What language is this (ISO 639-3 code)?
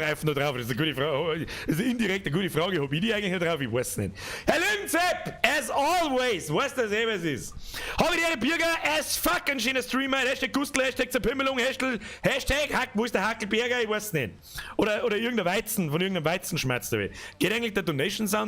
bar